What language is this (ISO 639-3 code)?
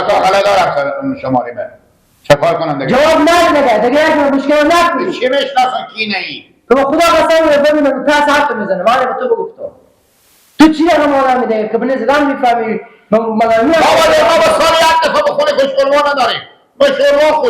fas